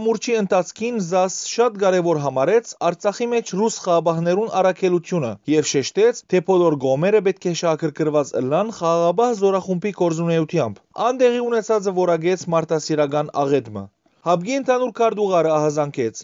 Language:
Western Armenian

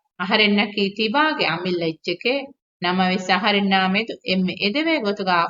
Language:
Divehi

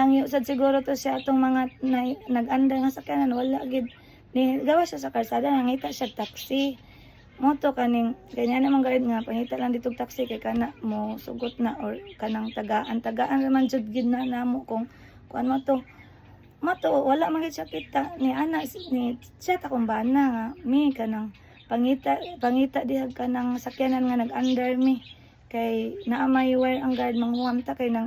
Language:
Cebuano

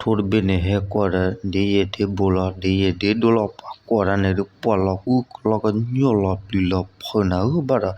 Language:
S'gaw Karen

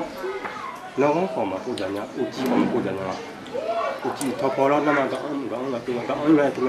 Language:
Akha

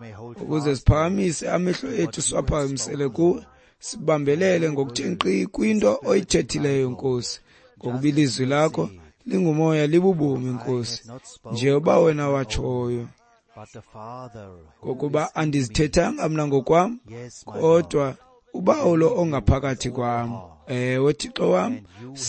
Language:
Xhosa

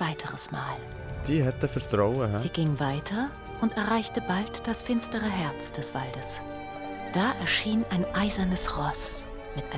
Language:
Swiss German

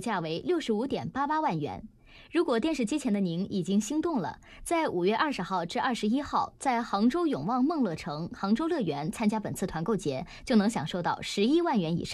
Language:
Chinese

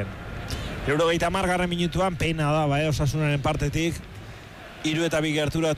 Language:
Basque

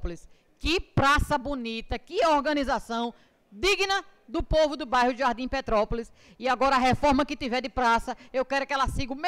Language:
Portuguese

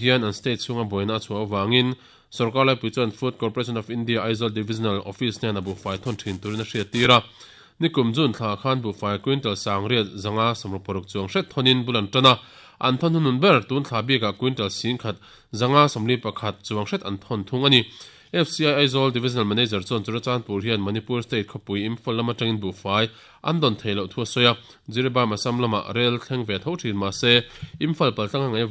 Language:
Mizo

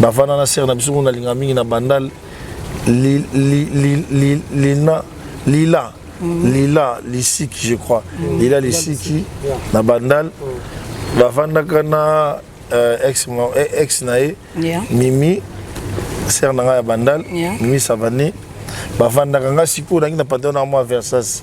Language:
Lingala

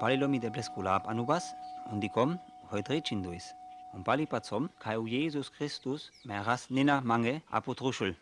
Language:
Sinte Romani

